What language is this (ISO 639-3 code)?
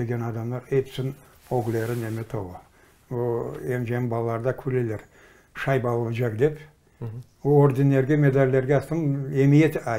crh